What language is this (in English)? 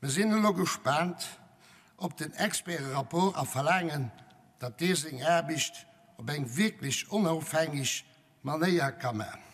Luxembourgish